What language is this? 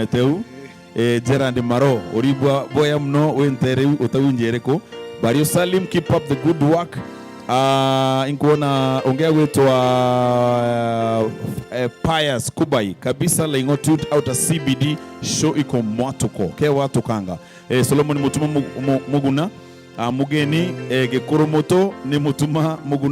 Meru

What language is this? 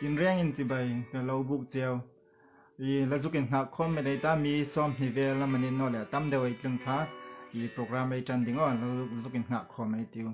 Hmar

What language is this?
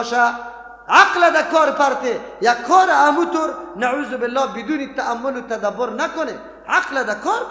Persian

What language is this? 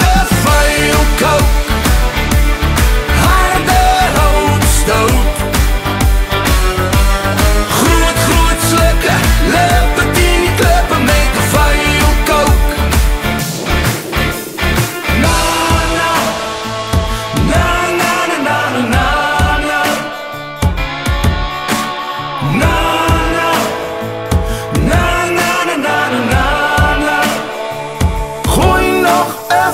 Afrikaans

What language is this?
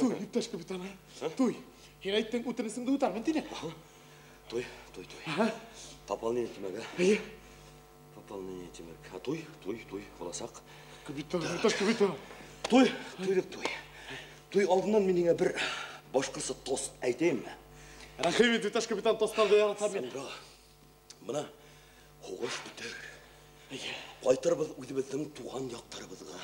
Bashkir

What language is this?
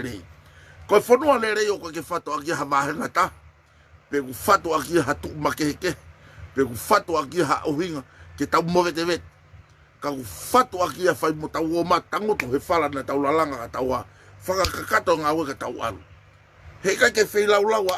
Tongan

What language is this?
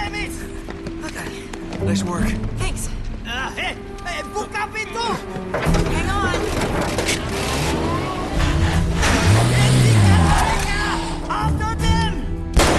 English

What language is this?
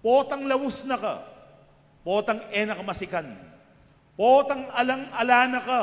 Pampanga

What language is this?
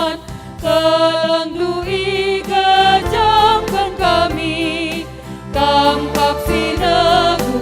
Batak Karo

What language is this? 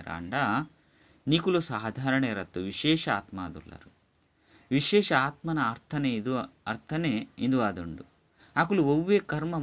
Tulu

